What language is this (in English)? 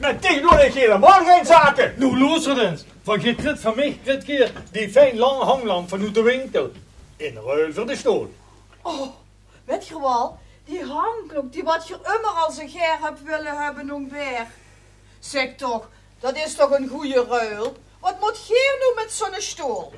Limburgish